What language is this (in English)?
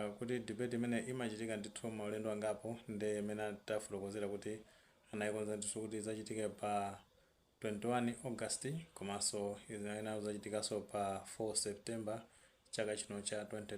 Nyanja